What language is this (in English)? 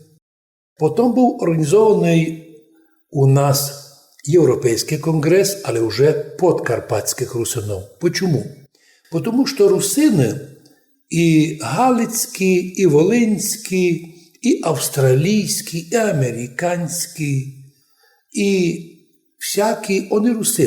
Rusyn